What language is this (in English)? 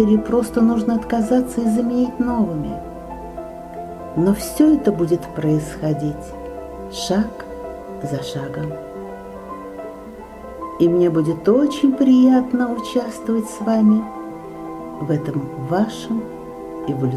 Russian